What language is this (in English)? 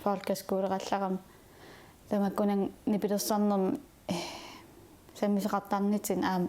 Kalaallisut